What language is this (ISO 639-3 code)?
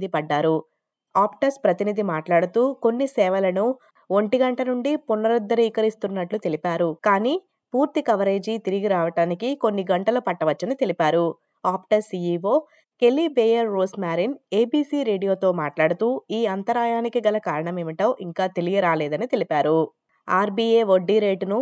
tel